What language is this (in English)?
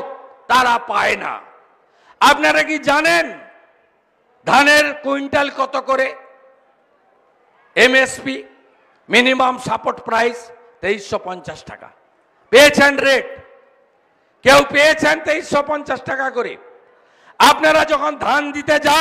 Bangla